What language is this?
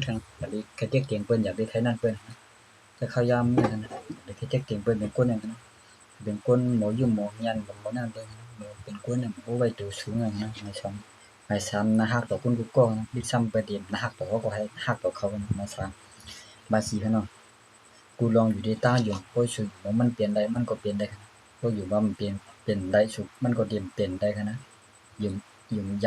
Shan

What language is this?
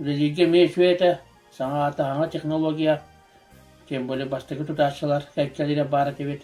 Yakut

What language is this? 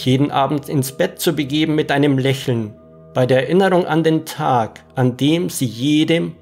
German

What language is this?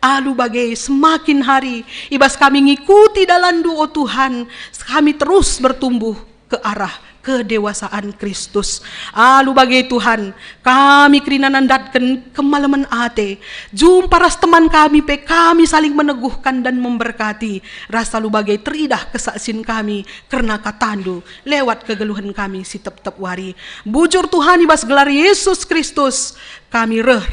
Batak Karo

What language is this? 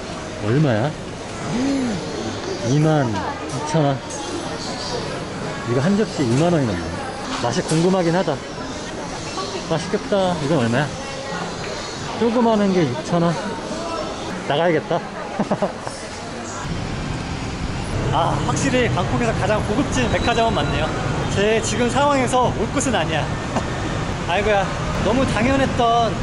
Korean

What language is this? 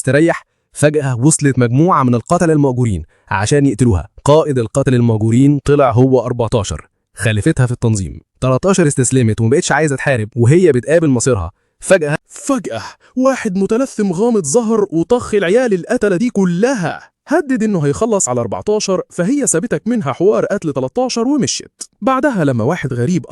Egyptian Arabic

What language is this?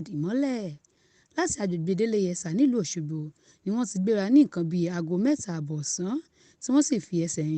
Yoruba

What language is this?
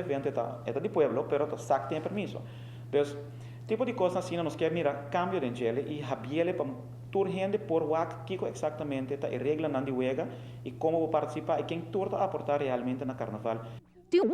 Papiamento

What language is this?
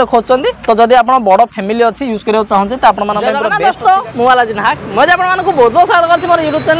Odia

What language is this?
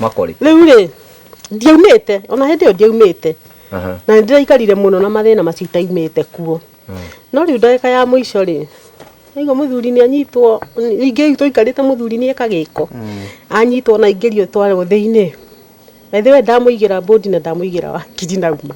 Kikuyu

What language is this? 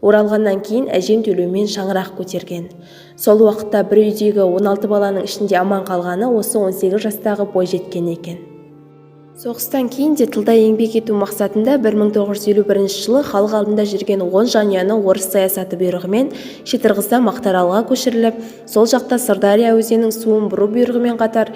Kazakh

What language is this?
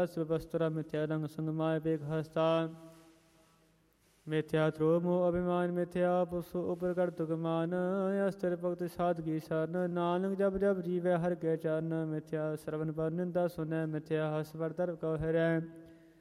Punjabi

